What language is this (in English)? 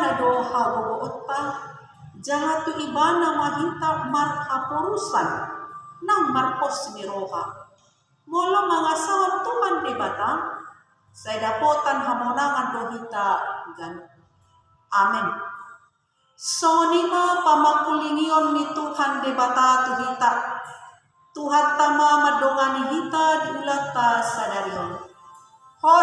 Batak Toba